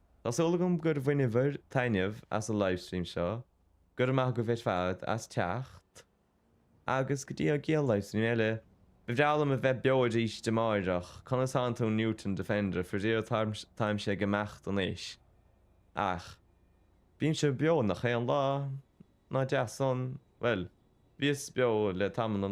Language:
Irish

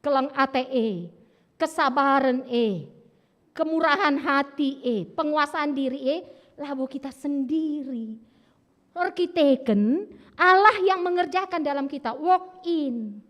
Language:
Batak Karo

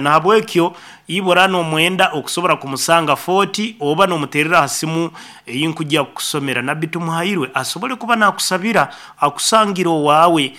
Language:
Nyankole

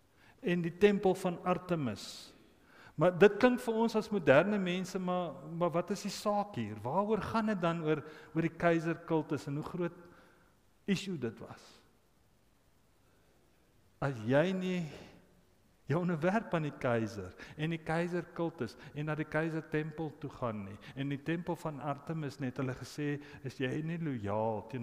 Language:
Afrikaans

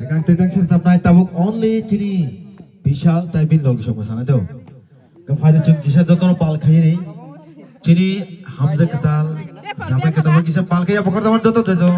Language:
Kok Borok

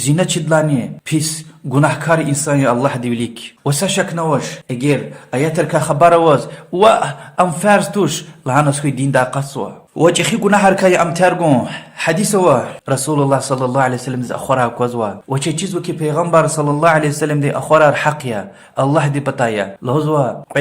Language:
Lezghian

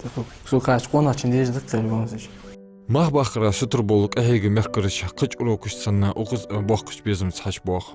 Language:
Ingush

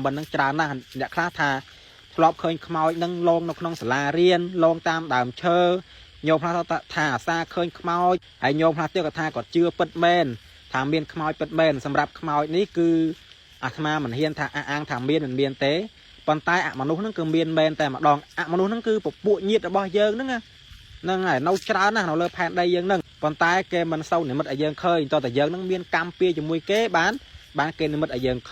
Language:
Khmer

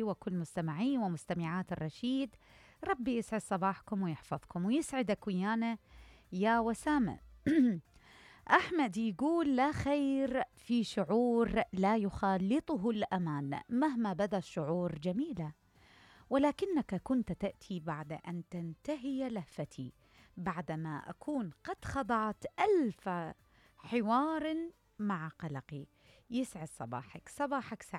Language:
Mesopotamian Arabic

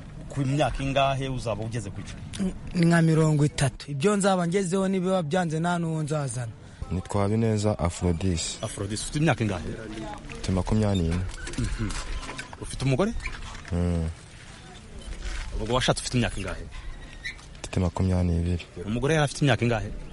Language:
Kinyarwanda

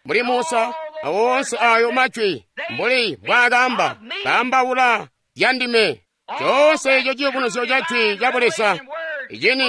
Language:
Tonga (Zambia)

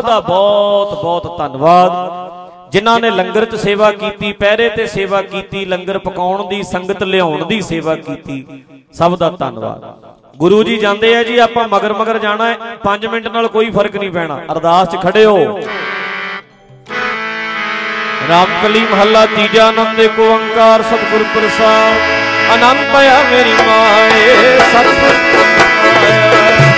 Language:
Punjabi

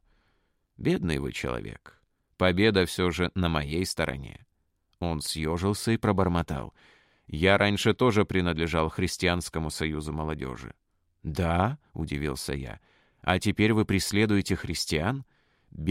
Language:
Russian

